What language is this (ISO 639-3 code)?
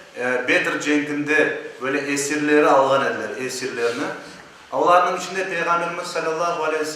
crh